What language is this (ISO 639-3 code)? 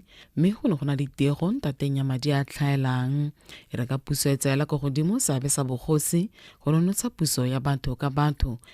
tsn